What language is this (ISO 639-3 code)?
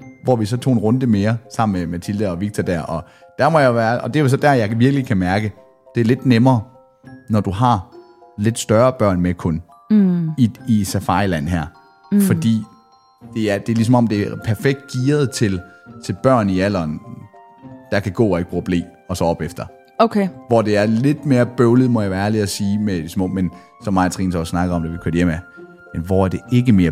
dan